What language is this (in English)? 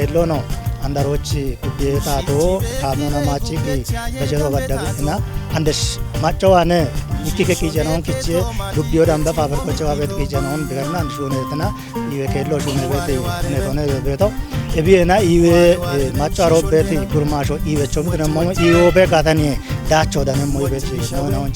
Kafa